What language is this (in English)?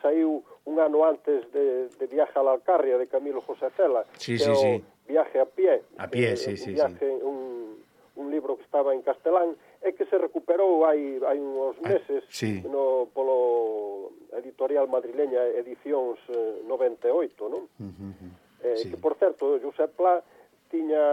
Galician